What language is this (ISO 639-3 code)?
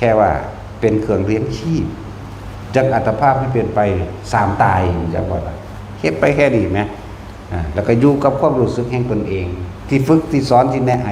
tts